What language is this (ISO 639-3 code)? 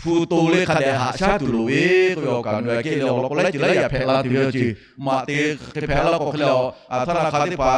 lhu